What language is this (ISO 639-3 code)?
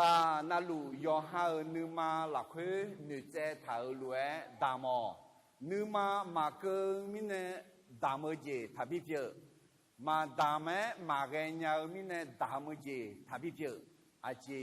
ahk